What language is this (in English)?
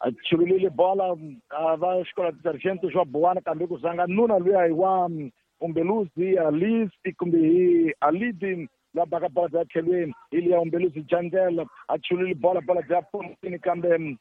Tsonga